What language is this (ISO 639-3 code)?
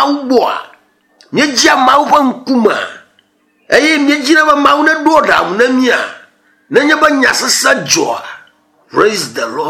ewe